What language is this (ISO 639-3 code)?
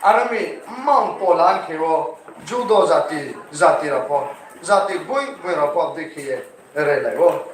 ria